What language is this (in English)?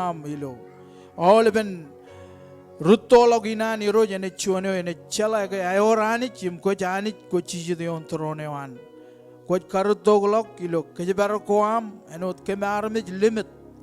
Marshallese